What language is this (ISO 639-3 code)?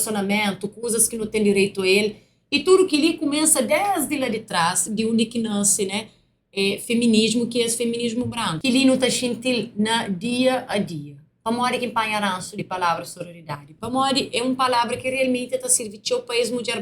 kea